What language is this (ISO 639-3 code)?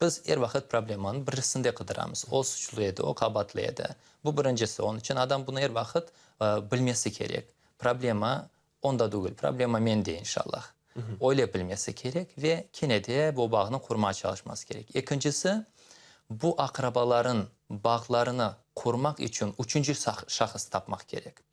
crh